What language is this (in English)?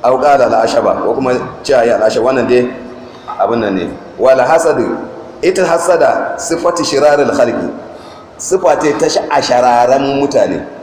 Hausa